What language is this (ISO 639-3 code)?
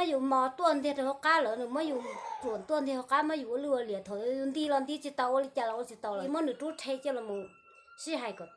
hmn